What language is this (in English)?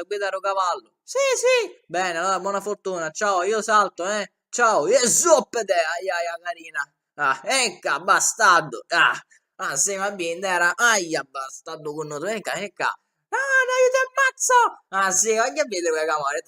Sicilian